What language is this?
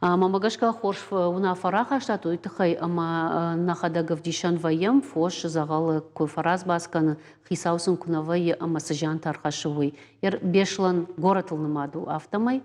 Ossetic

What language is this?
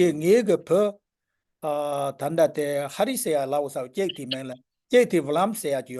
Tibetan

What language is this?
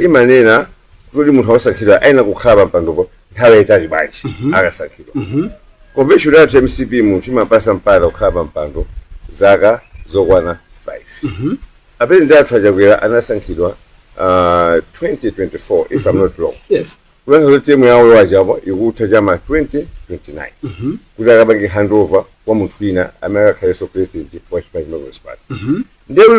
Nyanja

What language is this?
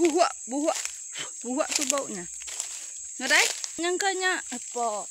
Iban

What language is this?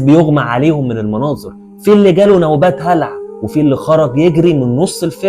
Egyptian Arabic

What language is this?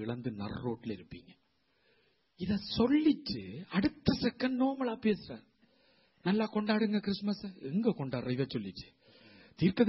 Tamil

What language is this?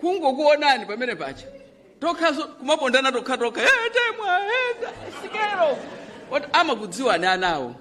Nyanja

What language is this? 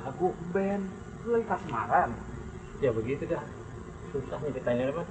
Betawi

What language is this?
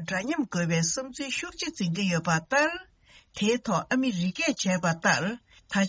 Tibetan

